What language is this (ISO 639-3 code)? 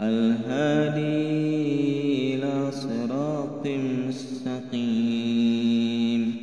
bug